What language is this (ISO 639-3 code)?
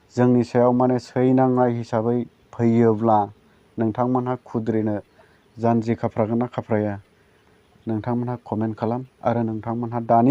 brx